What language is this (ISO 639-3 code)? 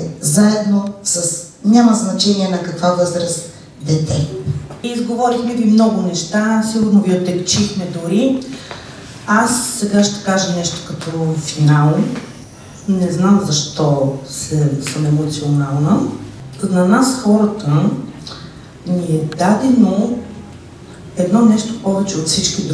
bul